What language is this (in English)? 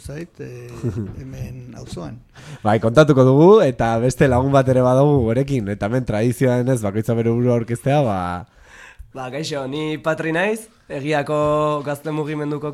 Basque